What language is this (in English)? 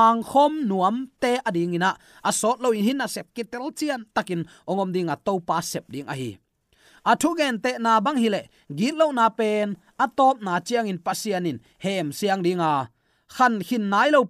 Tedim Chin